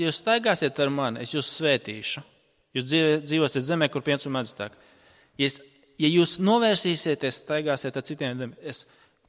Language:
Latvian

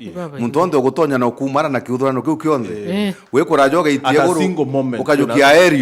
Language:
Meru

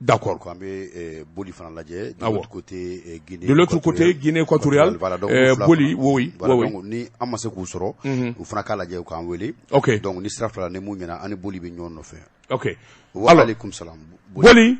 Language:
Bambara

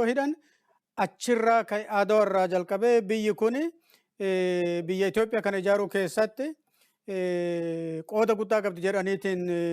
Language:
Oromo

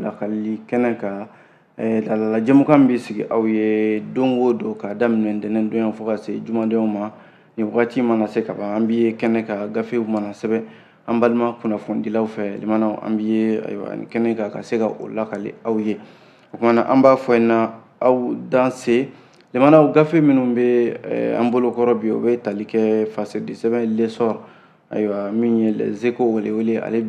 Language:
Bambara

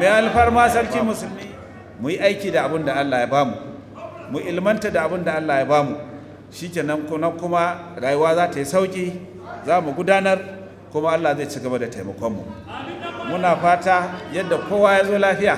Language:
Hausa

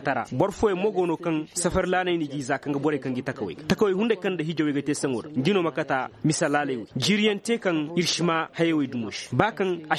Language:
Zarma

